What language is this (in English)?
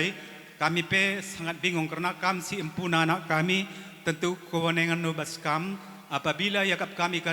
Batak Karo